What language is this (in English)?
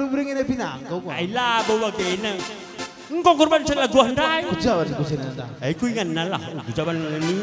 Batak Karo